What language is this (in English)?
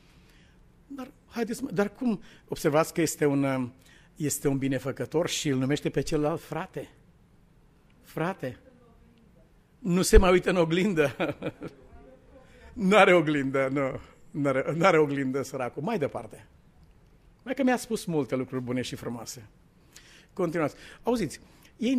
Romanian